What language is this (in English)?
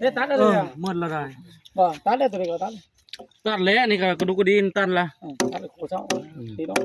Northeastern Thai